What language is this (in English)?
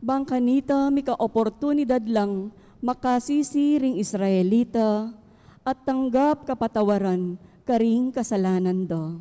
Pampanga